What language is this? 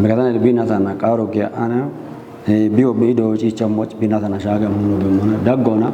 Kafa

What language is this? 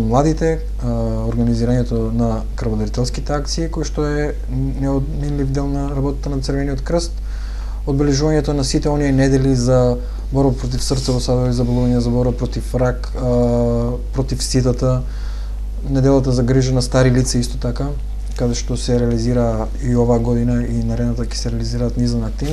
Macedonian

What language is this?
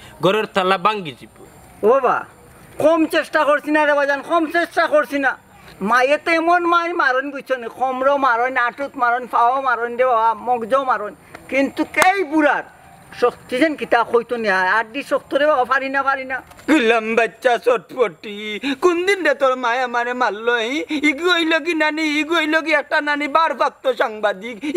Sylheti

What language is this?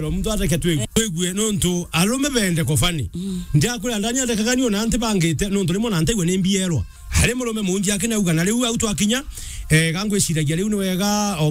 Meru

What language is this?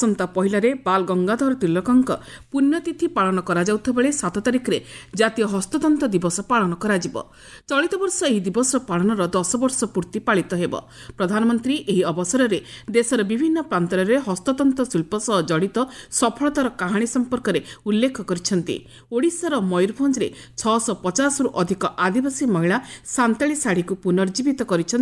Odia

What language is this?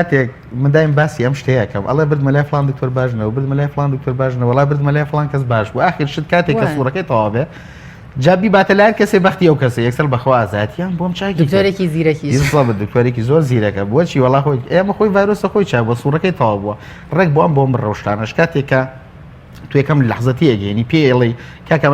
Central Kurdish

